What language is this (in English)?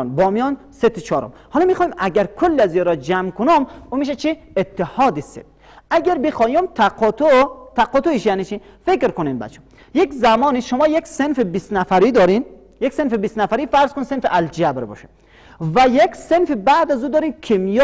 Persian